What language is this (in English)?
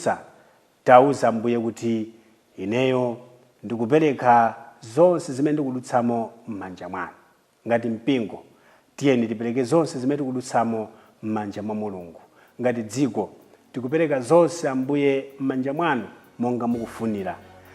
Nyanja